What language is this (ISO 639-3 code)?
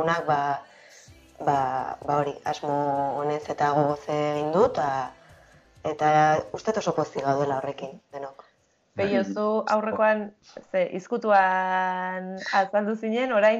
eus